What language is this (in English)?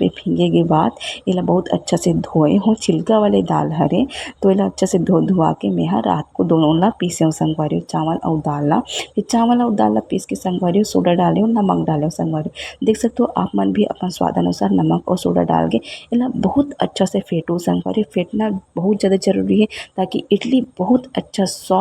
Chhattisgarhi